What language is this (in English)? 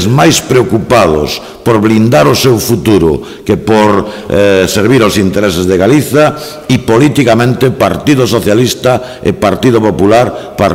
Galician